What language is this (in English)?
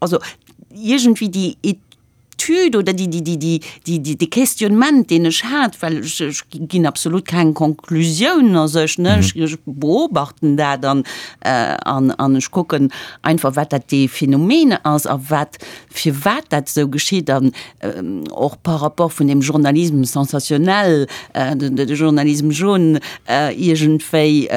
Luxembourgish